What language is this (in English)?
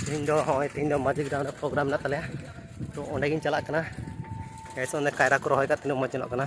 Santali